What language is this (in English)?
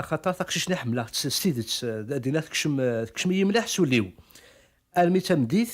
Kabyle